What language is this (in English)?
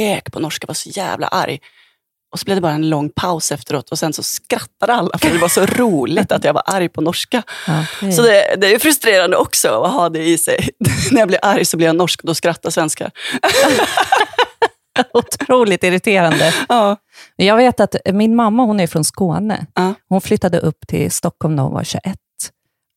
Swedish